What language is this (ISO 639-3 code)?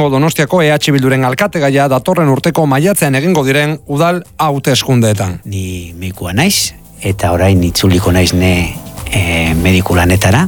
eus